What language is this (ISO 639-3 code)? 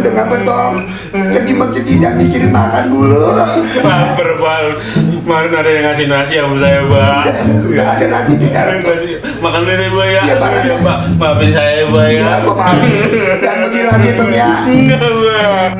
bew